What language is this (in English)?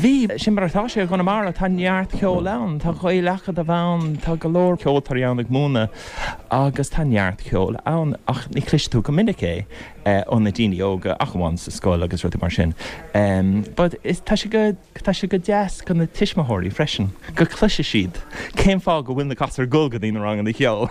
Irish